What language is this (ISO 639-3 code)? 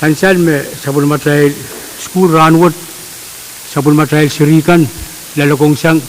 pon